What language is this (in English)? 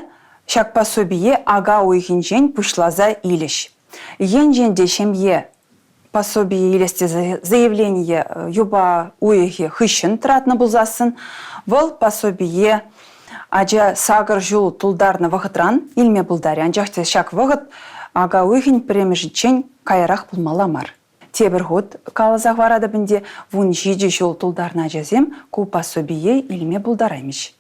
Chuvash